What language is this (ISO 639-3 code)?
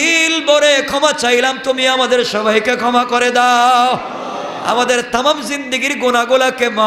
ben